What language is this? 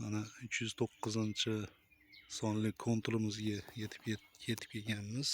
Uzbek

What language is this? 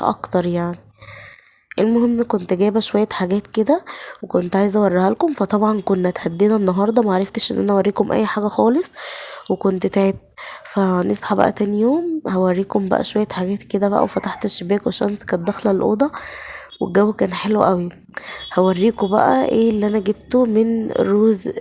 Egyptian Arabic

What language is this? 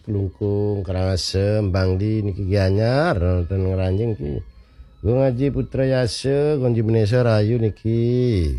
Balinese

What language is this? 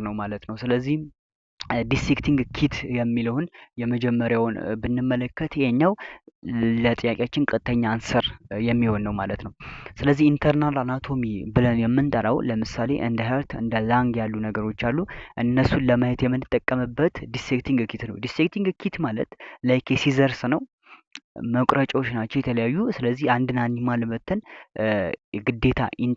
Amharic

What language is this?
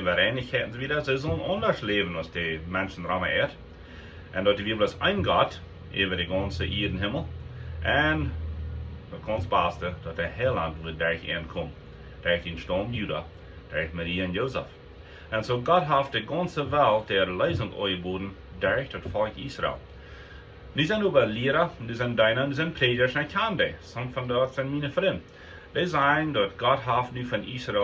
Plautdietsch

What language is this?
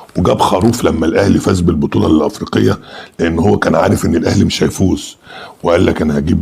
Egyptian Arabic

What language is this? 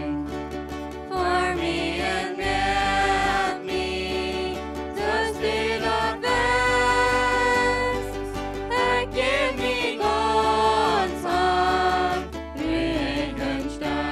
Plautdietsch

